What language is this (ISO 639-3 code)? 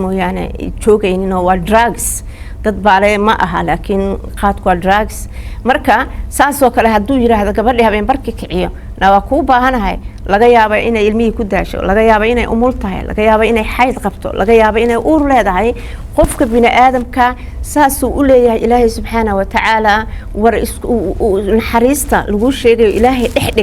som